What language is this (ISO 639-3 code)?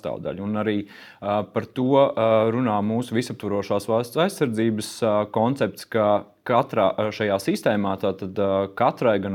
lav